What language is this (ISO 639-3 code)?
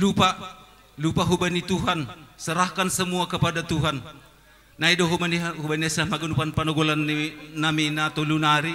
bts